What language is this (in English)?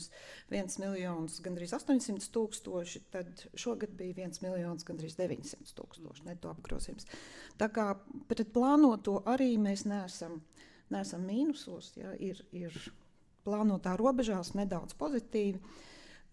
Latvian